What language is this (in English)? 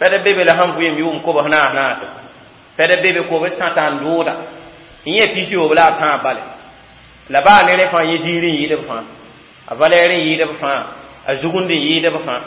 Mossi